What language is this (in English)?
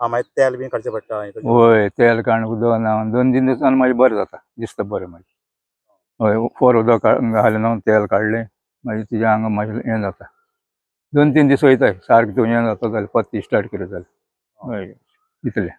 Konkani